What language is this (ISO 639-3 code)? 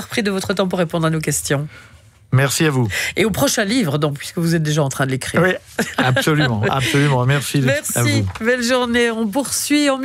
fra